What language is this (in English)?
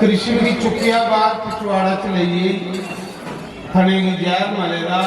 Dogri